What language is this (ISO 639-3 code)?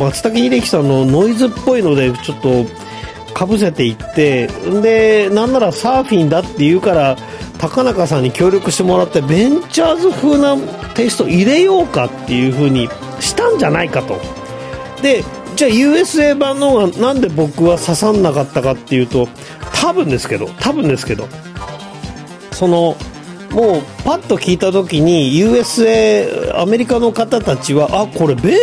jpn